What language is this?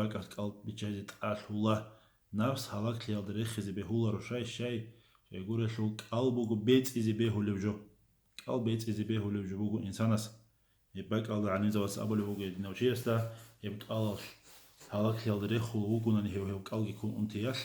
Avaric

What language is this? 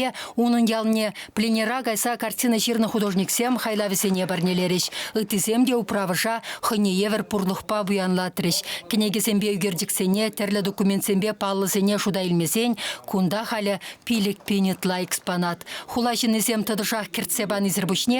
Chuvash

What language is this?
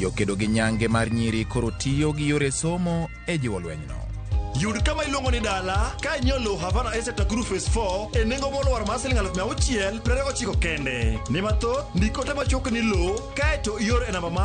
Luo (Kenya and Tanzania)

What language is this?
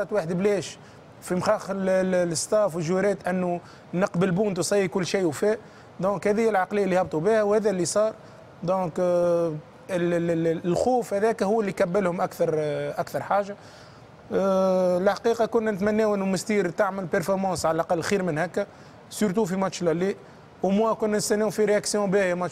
Tunisian Arabic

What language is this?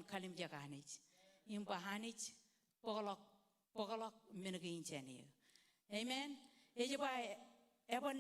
Marshallese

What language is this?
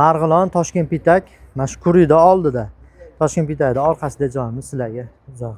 Uzbek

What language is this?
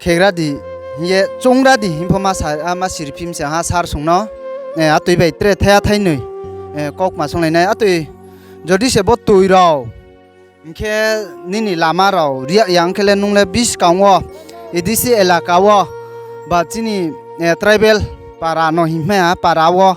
Riang (India)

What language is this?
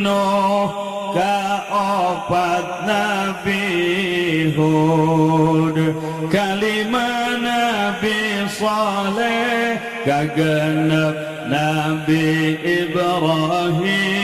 Sundanese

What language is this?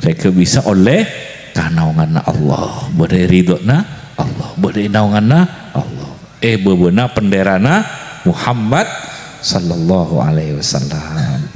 Madurese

